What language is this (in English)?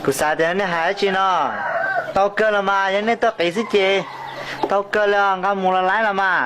Hmong